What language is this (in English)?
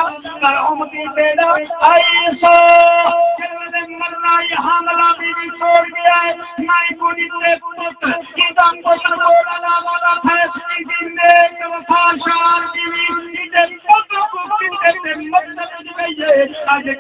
Saraiki